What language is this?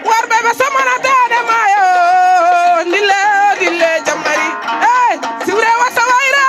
Fula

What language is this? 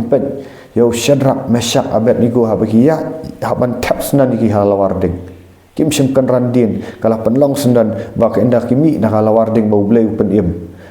Khasi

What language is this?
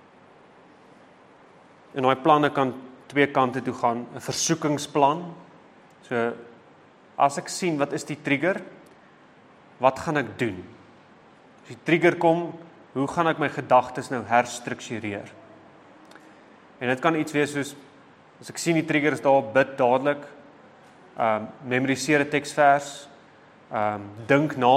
Afrikaans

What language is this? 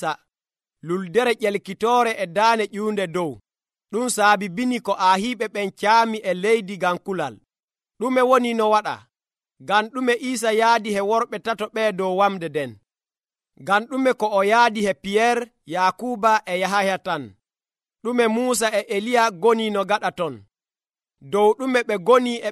Nigerian Fulfulde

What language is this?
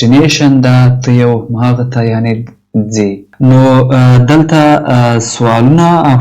Pashto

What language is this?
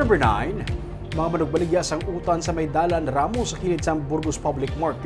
Hiligaynon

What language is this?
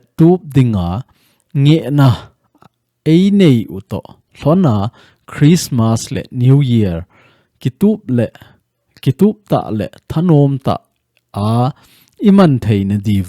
Thado Chin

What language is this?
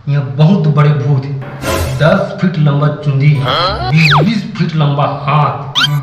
Chhattisgarhi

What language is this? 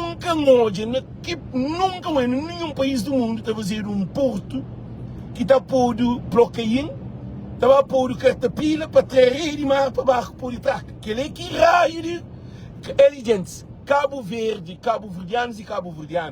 Kabuverdianu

